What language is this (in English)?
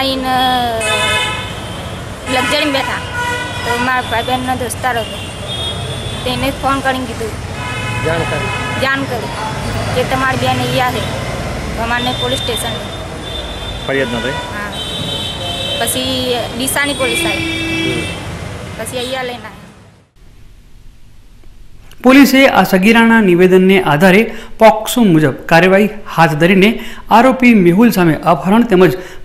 Gujarati